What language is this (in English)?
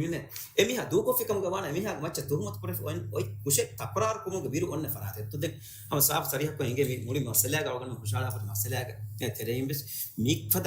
Divehi